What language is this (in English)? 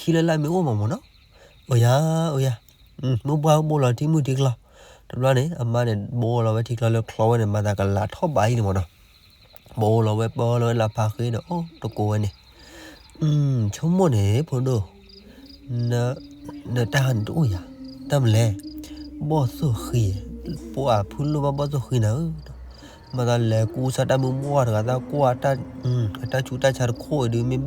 S'gaw Karen